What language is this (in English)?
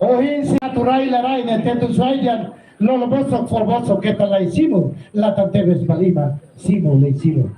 Tetum